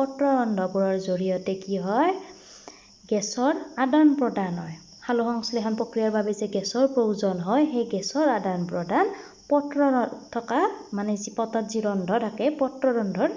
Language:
Assamese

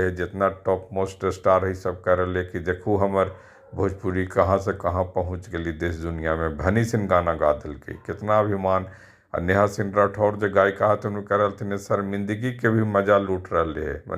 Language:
Magahi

